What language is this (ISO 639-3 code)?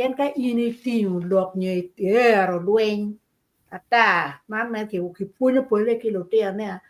ach